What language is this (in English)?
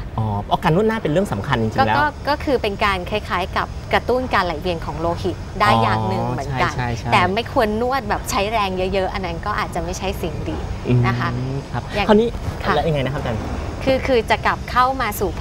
Thai